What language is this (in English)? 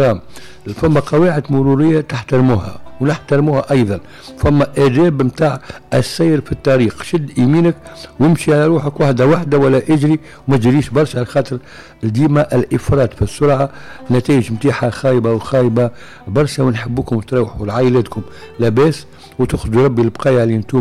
Tunisian Arabic